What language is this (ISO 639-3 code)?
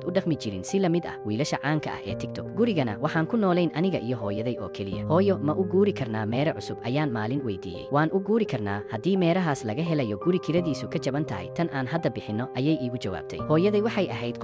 som